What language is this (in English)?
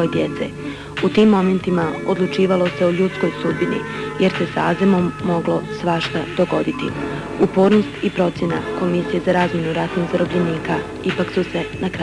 Bosnian